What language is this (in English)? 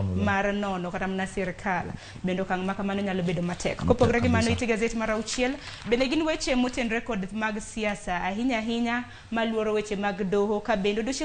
Luo (Kenya and Tanzania)